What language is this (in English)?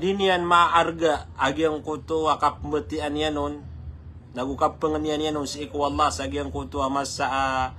Maranao